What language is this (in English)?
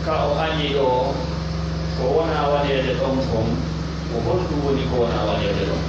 Pular